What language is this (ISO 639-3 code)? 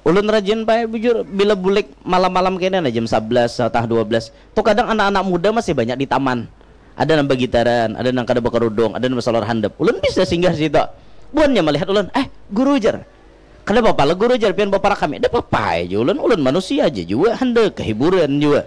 bjn